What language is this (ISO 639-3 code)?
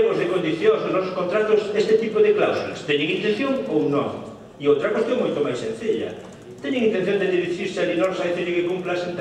glg